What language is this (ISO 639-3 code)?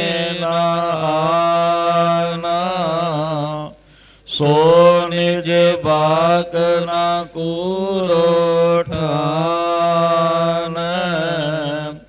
pan